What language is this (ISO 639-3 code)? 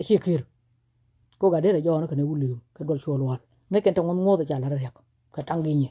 nus